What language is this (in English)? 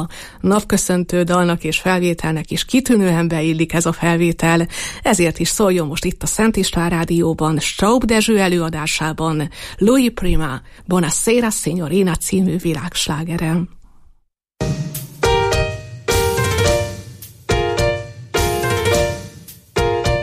Hungarian